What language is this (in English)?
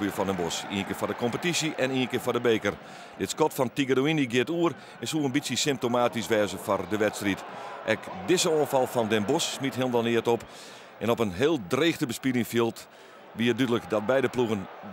Western Frisian